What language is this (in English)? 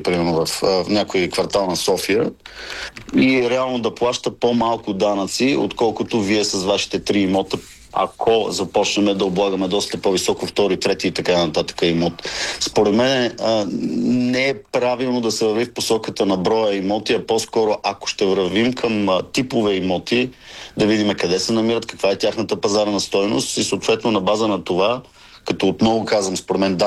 Bulgarian